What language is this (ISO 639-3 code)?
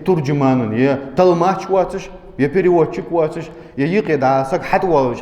inh